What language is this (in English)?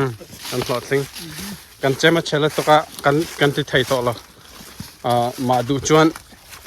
Mizo